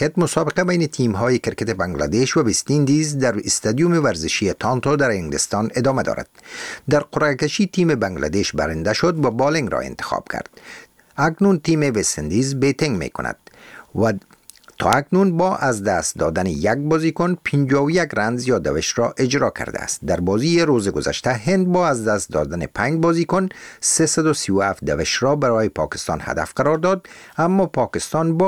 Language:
Persian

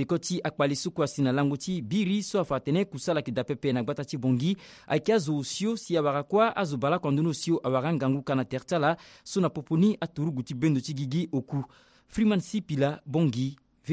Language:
Sango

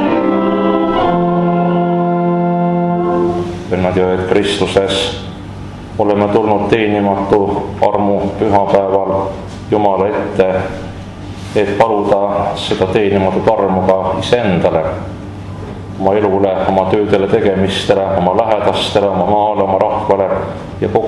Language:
Estonian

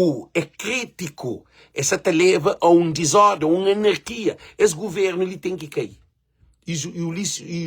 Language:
Kabuverdianu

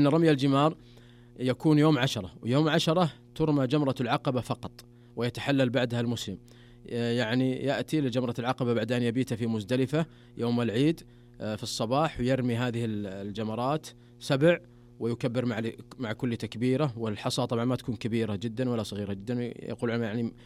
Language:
Najdi Arabic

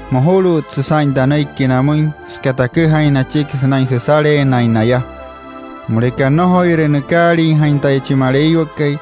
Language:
Wayuu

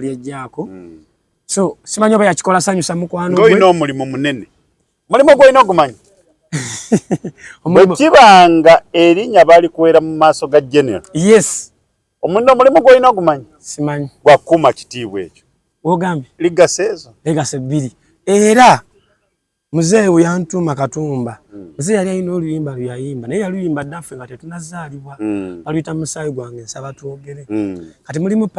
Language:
Ganda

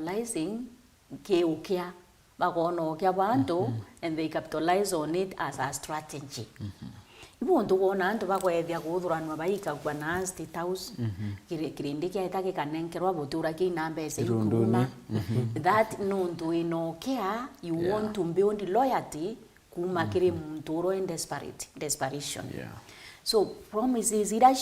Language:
Meru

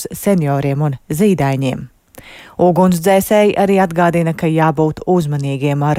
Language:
Latvian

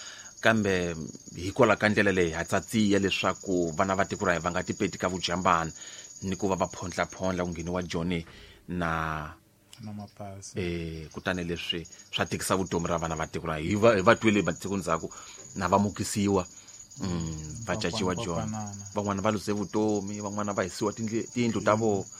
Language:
Tsonga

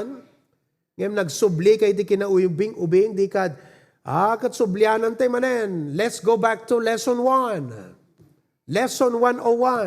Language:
Iloko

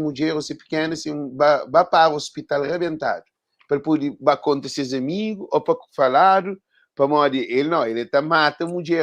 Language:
Kabuverdianu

